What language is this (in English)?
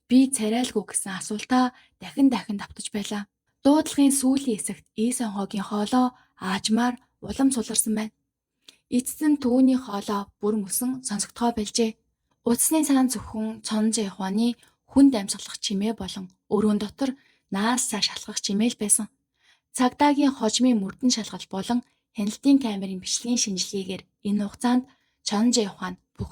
Mongolian